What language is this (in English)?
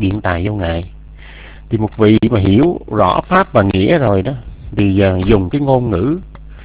Vietnamese